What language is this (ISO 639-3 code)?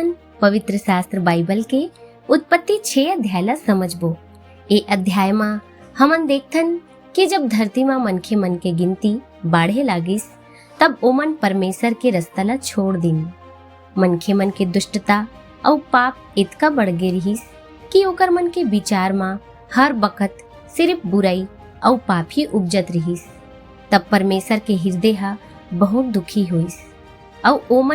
hne